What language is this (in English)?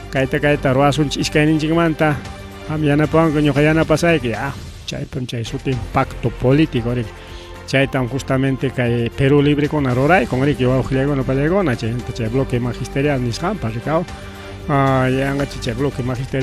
Ayacucho Quechua